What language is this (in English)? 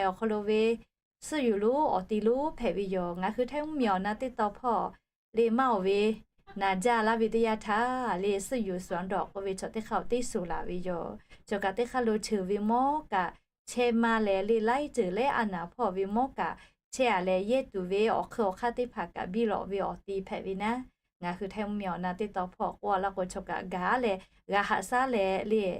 Lahu